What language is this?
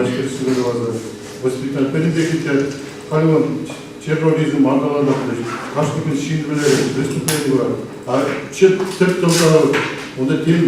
Chuvash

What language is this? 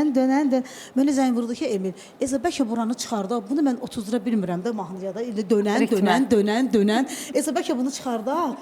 Azerbaijani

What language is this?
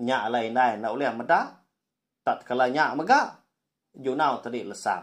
Iban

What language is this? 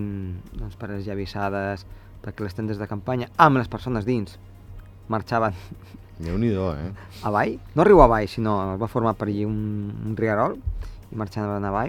Catalan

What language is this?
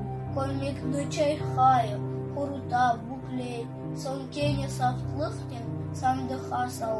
Crimean Tatar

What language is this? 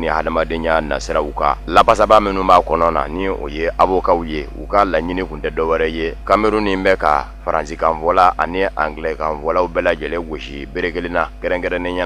Bambara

